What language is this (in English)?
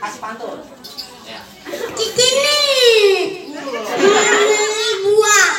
Betawi